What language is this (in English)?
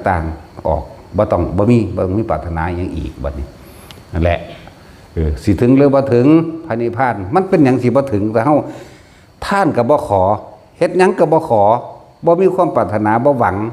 Northeastern Thai